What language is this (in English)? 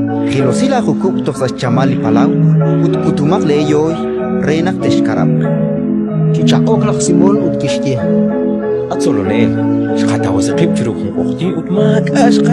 Kekchí